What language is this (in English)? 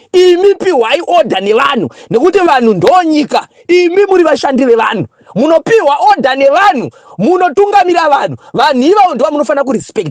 Shona